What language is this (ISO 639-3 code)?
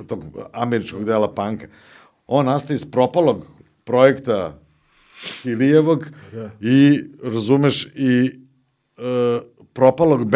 srp